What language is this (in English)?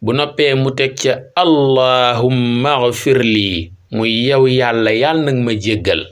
Wolof